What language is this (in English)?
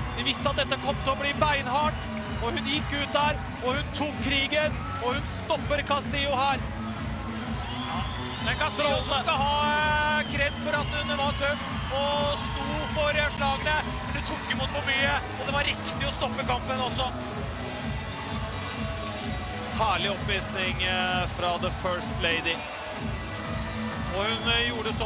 Norwegian